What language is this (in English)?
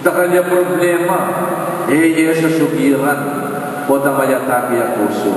Pampanga